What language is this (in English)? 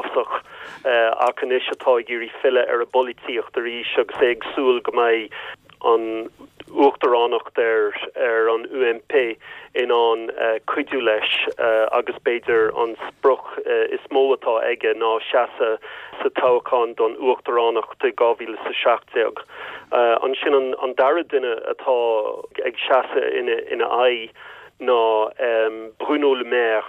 Irish